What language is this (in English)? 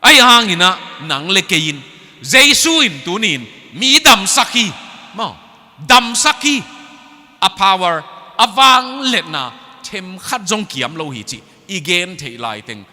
Tedim Chin